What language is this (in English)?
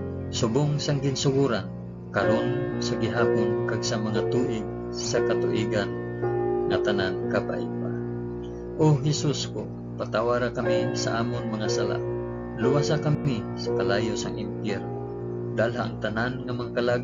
Hiligaynon